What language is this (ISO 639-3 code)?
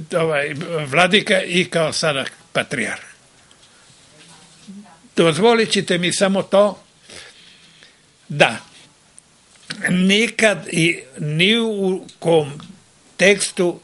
srp